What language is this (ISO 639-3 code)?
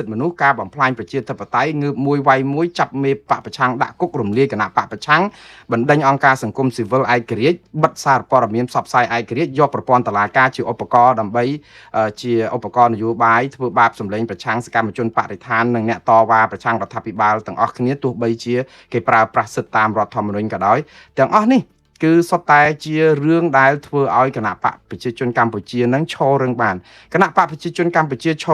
khm